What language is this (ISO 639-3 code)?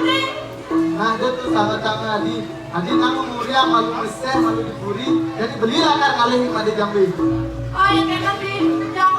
ban